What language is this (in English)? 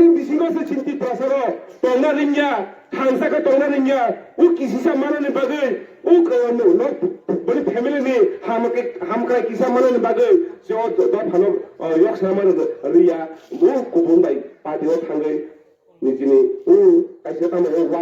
Kok Borok